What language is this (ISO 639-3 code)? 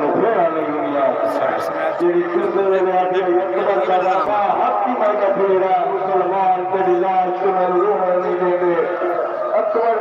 skr